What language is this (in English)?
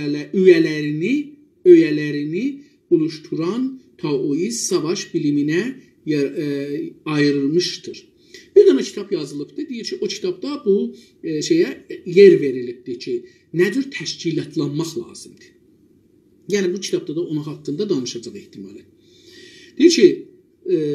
South Azerbaijani